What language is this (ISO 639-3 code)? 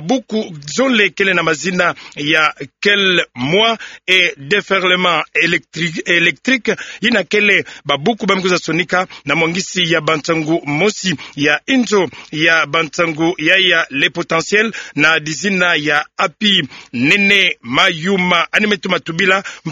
ktu